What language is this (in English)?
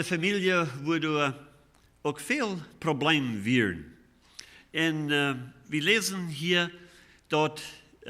Plautdietsch